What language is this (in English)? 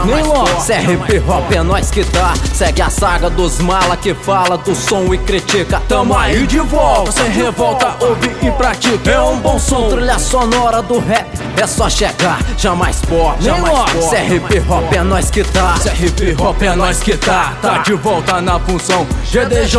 Portuguese